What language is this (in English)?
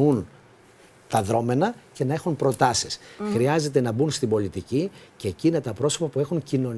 Greek